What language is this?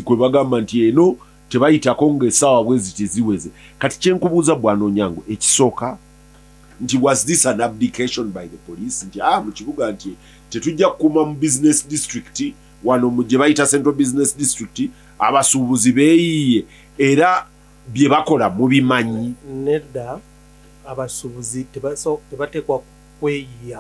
Ganda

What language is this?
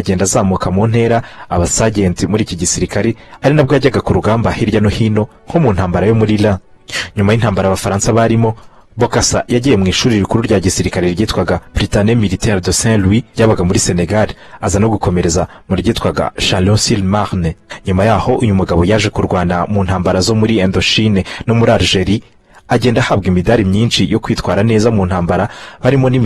Kinyarwanda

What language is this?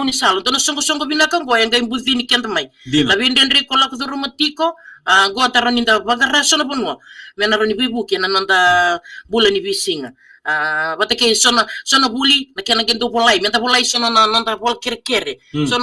Fijian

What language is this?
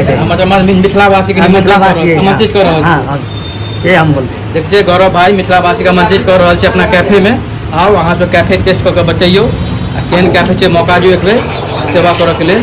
Maithili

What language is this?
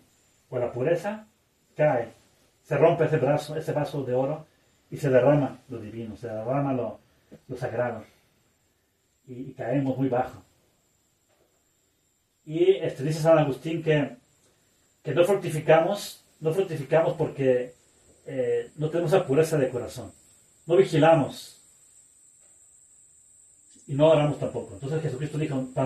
Spanish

